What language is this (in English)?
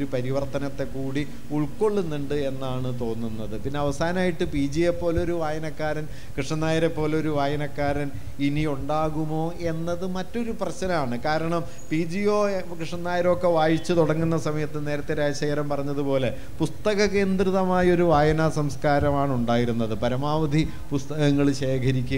Malayalam